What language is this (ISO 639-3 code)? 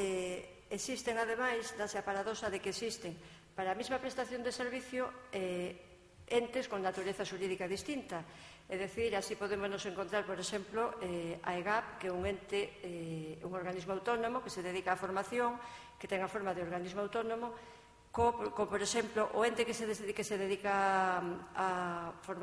glg